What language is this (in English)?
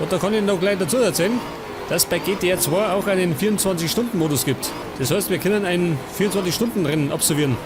Bavarian